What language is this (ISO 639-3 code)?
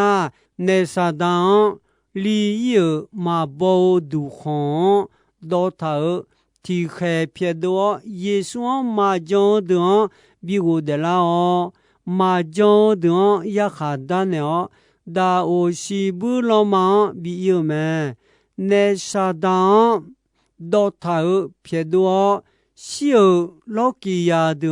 ahk